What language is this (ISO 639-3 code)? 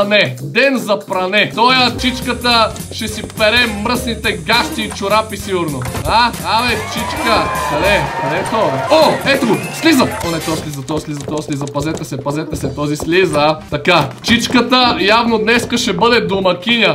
bul